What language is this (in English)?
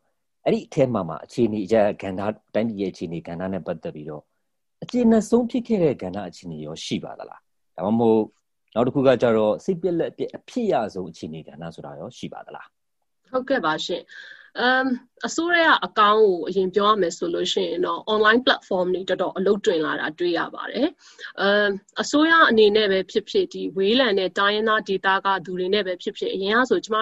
Burmese